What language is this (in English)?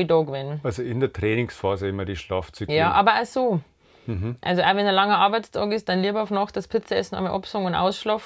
Bavarian